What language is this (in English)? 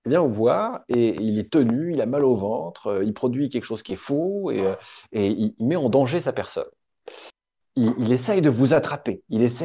French